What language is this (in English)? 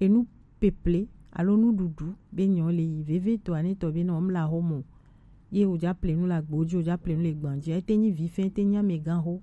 Gen